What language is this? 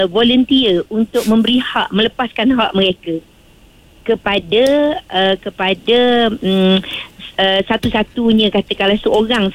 Malay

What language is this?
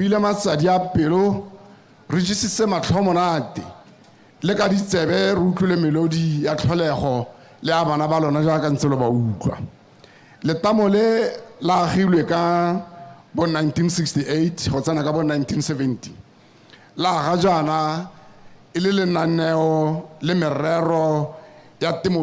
Tswana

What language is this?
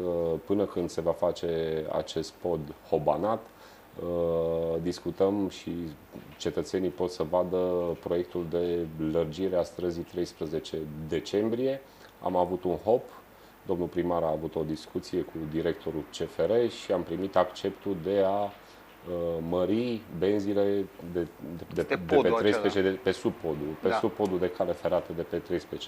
Romanian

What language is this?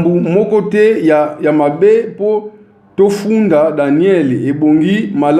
Lingala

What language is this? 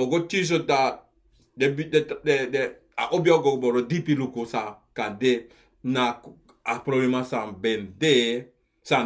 Sranan Tongo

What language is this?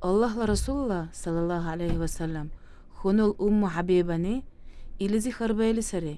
Dargwa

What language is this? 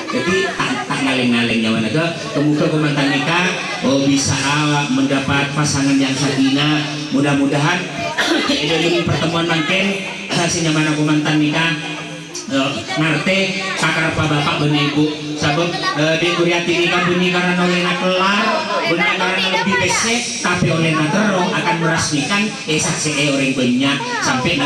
Madurese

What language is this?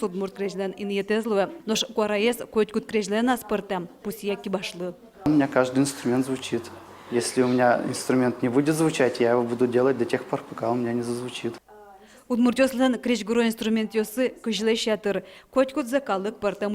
Udmurt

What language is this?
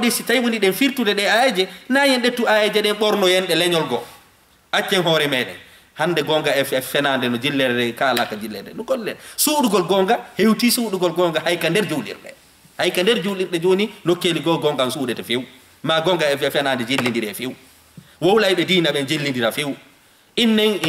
Fula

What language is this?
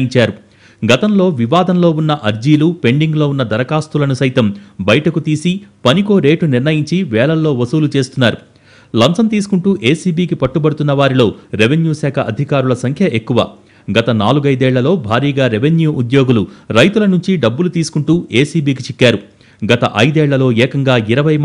Telugu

